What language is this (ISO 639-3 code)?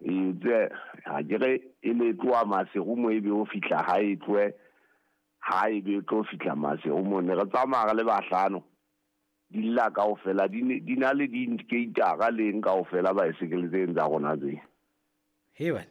sot